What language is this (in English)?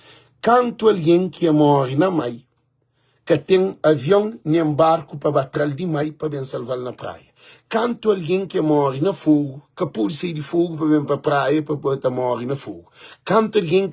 Kabuverdianu